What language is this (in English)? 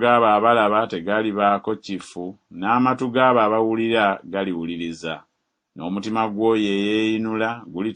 Ganda